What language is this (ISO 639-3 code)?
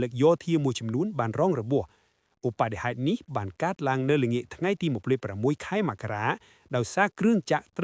khm